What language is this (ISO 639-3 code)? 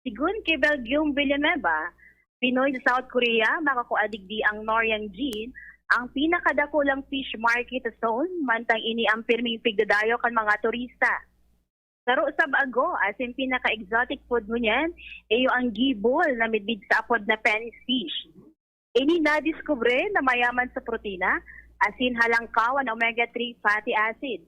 bik